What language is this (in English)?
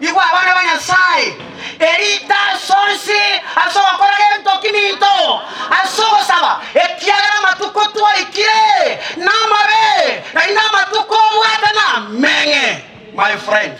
Gusii